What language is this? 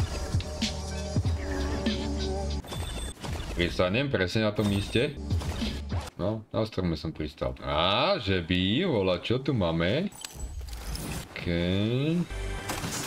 Slovak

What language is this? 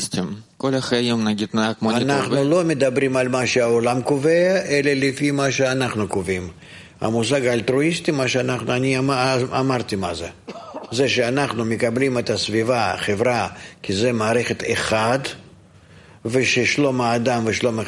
Hebrew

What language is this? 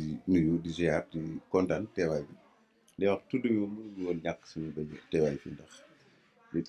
Wolof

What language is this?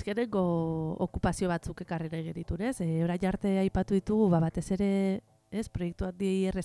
Basque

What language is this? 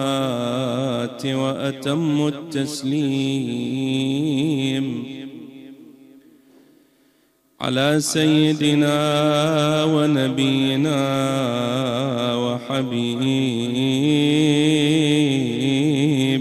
Arabic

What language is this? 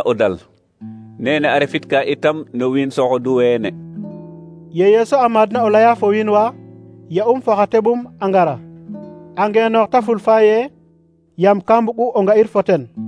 Serer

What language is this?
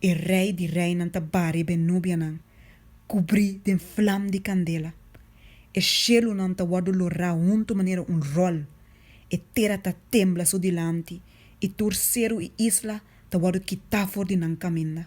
Papiamento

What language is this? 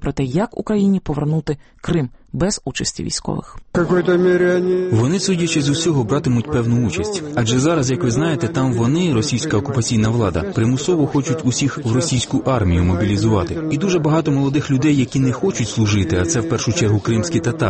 Ukrainian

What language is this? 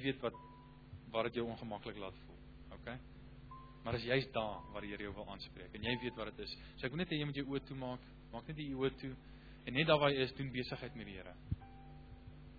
Afrikaans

